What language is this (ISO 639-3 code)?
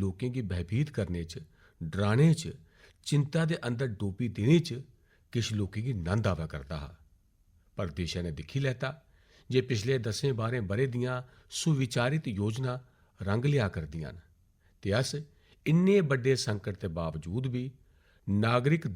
doi